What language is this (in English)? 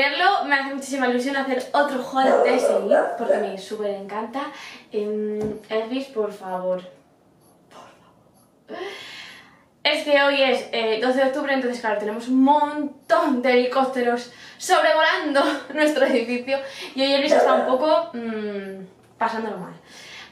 Spanish